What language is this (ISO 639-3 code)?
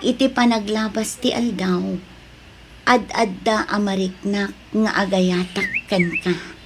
ilo